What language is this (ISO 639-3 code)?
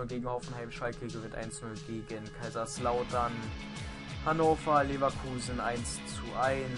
deu